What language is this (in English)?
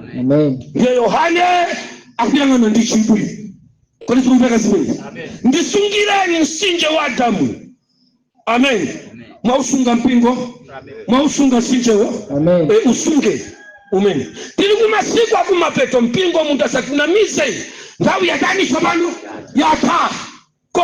Nyanja